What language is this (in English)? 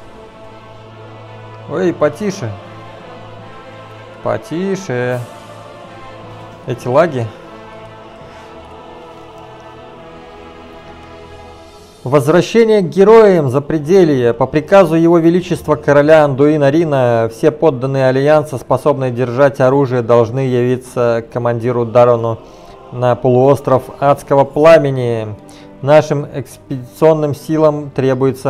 Russian